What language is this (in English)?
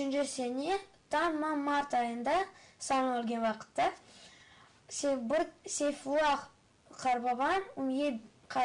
Crimean Tatar